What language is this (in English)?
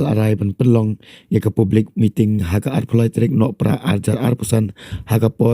Khasi